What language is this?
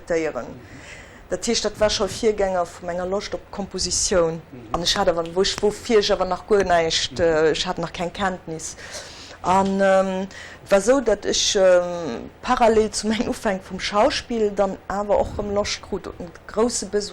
Luxembourgish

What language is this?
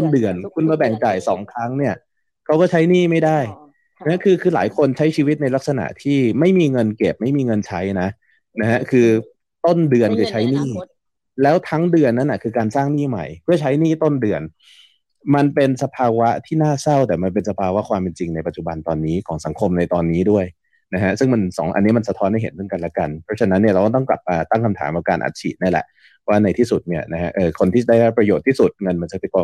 Thai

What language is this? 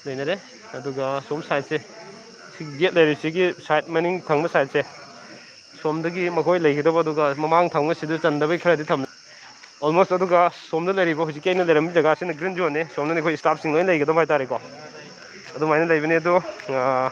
Manipuri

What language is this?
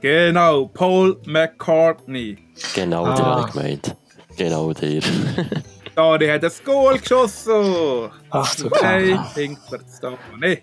Swiss German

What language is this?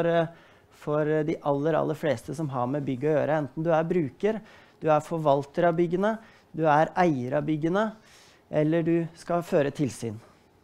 Norwegian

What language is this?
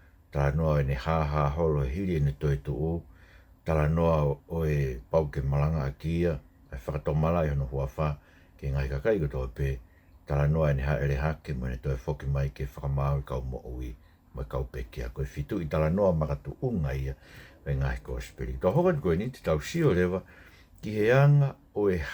Tongan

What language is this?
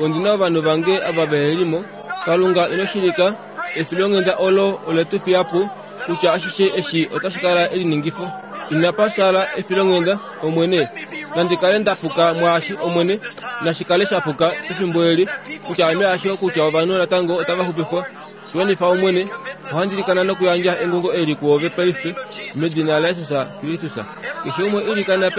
Kuanyama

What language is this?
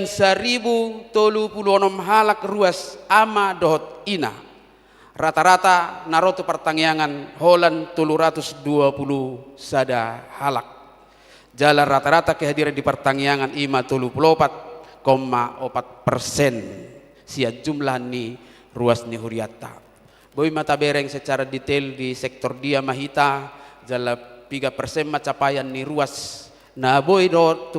Batak Toba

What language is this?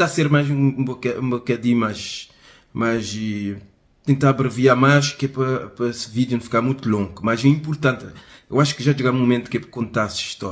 Kabuverdianu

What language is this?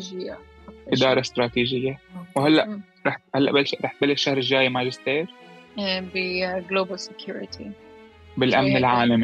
North Levantine Arabic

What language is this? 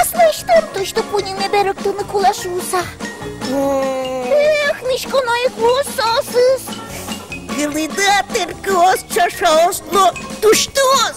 Udmurt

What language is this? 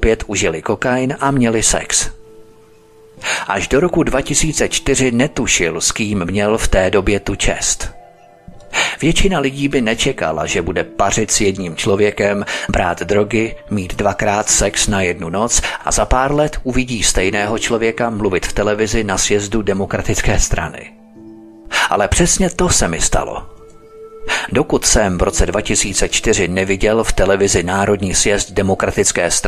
Czech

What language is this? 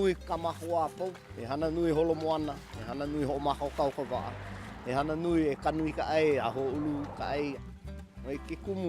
Hawaiian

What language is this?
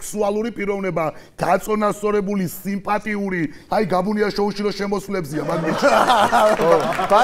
Georgian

